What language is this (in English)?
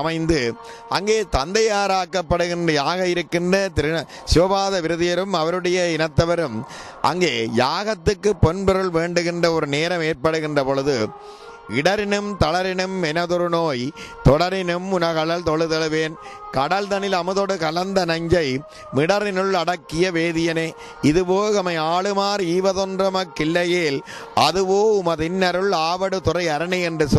Tamil